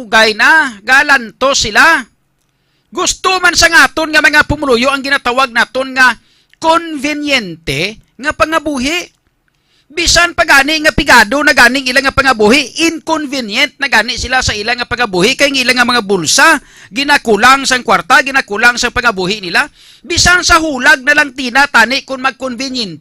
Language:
Hiligaynon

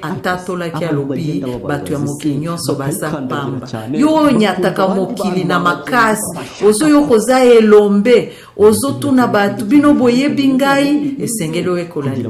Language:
Lingala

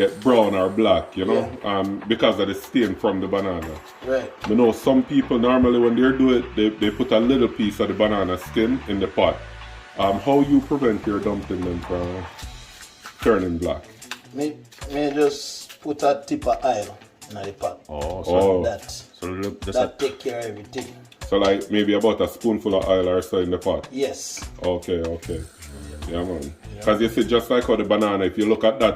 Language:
Jamaican Creole English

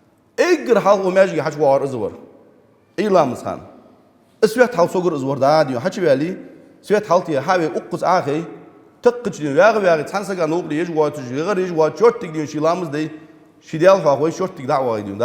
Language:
Ingush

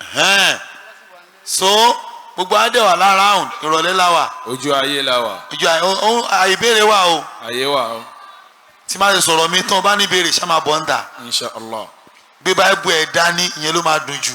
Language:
Yoruba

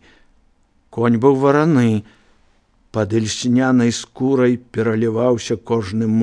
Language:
Belarusian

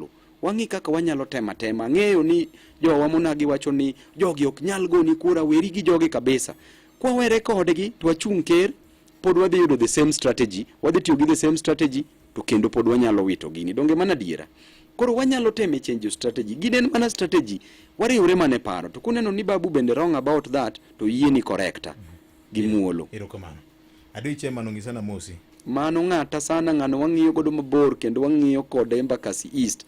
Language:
Luo (Kenya and Tanzania)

